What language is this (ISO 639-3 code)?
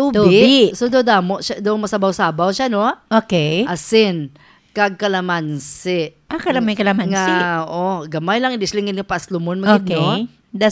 hil